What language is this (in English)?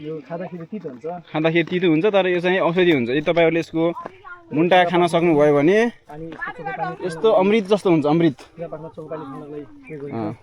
Nepali